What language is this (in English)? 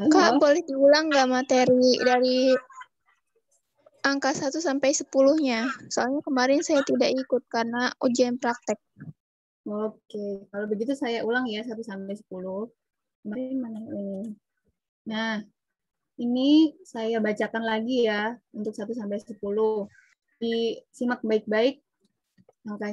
Indonesian